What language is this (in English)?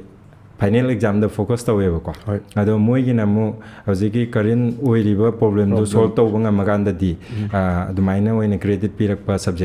Manipuri